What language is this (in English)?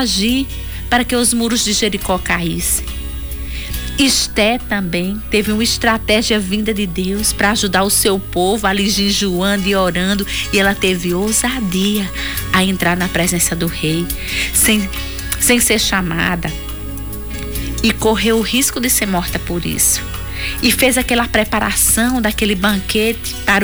Portuguese